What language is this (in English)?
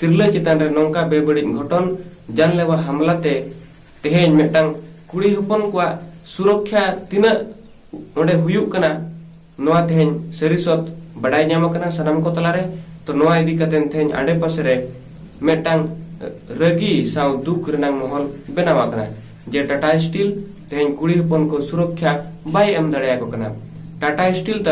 Santali